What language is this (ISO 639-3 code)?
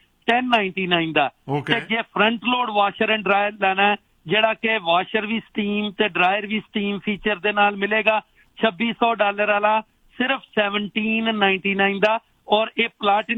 pan